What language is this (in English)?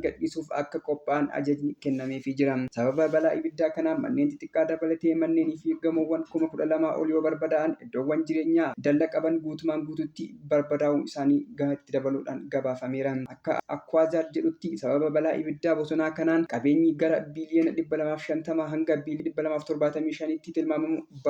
Oromo